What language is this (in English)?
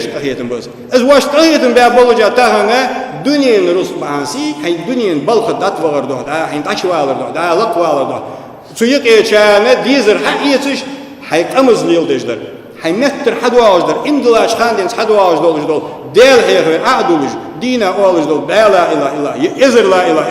Ingush